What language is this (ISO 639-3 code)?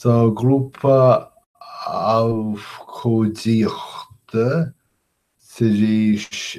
gle